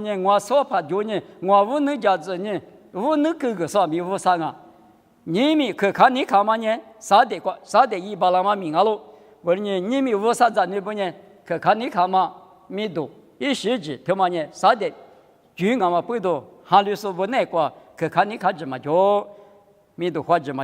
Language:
Lisu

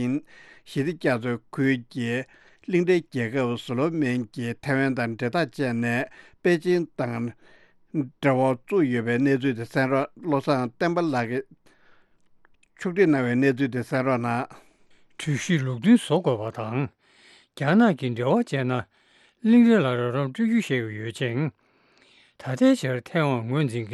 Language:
Tibetan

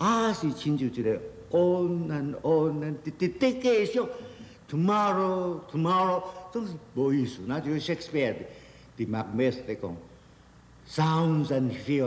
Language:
Min Nan Chinese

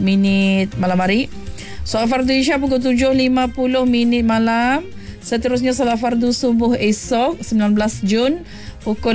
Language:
Malay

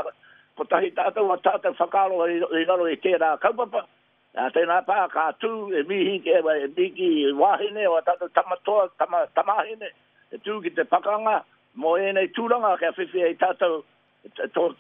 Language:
Māori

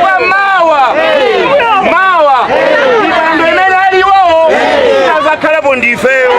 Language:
Nyanja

